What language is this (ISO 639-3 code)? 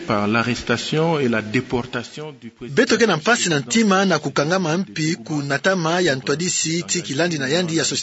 ktu